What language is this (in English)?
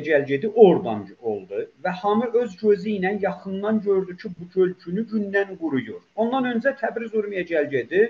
South Azerbaijani